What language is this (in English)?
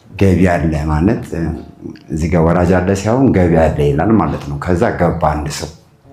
Amharic